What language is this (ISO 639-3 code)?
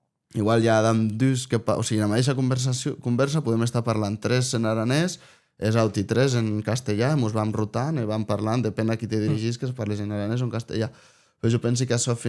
oci